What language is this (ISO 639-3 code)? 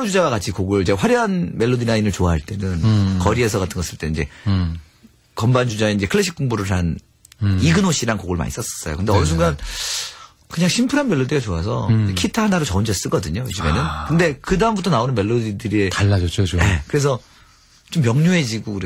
kor